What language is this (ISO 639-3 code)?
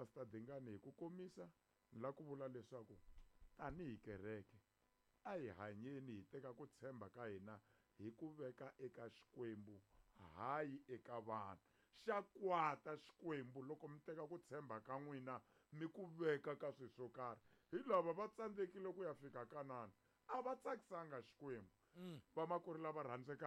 tso